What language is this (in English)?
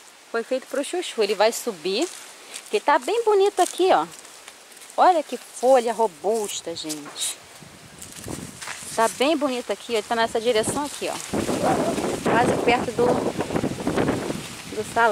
Portuguese